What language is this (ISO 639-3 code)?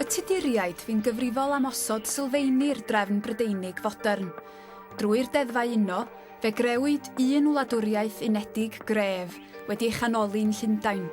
cym